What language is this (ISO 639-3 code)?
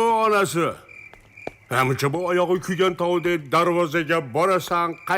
kaa